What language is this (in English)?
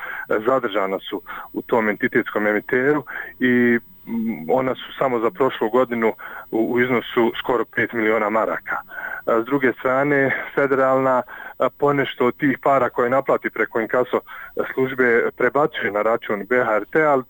Bosnian